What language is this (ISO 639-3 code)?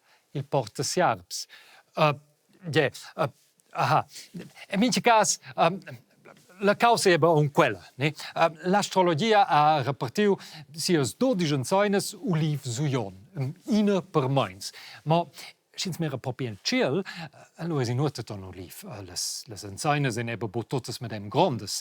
roh